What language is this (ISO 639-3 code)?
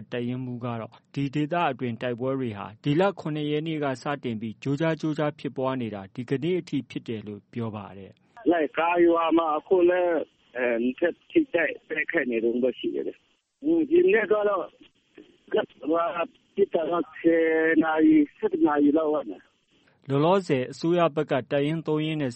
mya